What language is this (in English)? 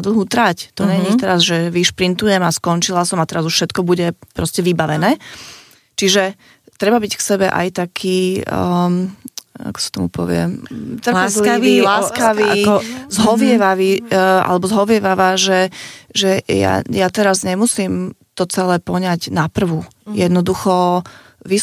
Slovak